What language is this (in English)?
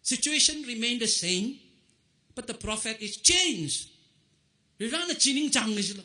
Tangkhul Naga (India)